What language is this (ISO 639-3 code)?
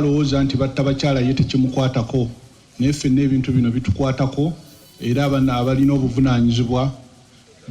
lug